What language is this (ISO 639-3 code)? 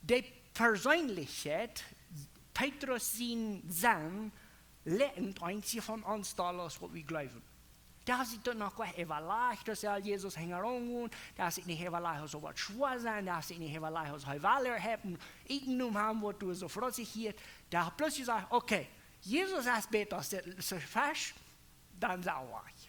pdt